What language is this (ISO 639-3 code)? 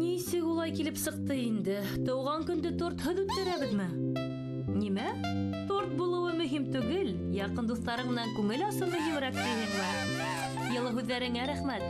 bak